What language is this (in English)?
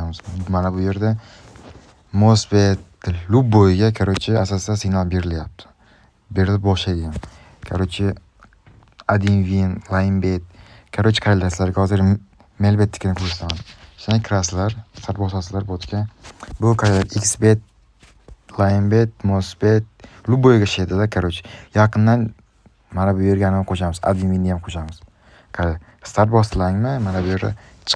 Uzbek